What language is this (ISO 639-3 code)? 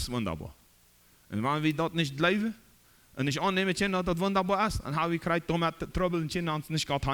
pdt